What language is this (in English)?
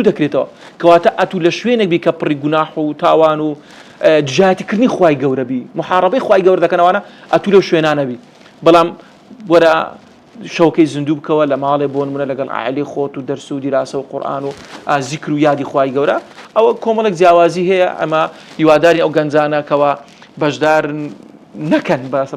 Central Kurdish